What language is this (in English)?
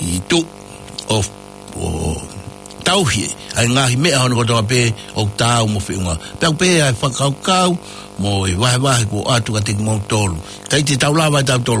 Tongan